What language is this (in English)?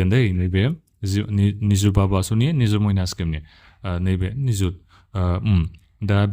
Bodo